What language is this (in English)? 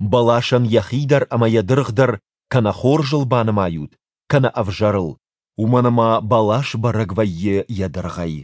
Ossetic